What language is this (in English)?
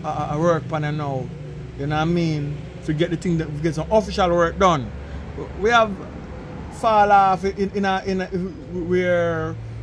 Jamaican Creole English